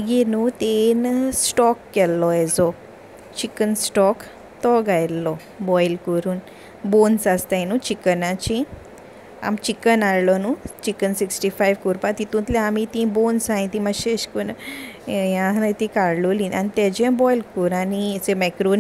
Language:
Konkani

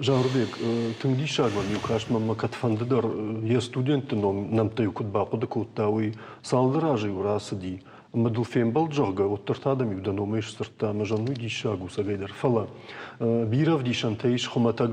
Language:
Ossetic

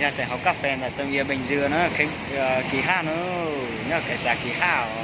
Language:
Hmong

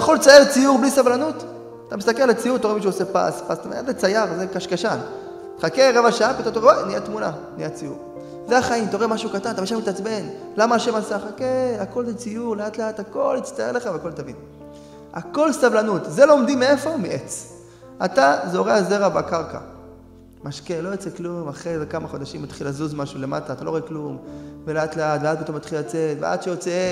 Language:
Hebrew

